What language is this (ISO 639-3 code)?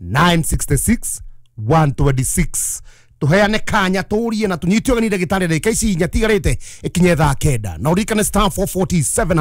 kik